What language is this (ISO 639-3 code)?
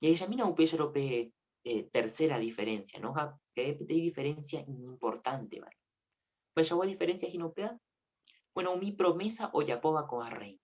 grn